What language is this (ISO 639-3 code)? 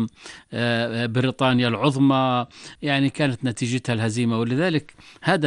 apc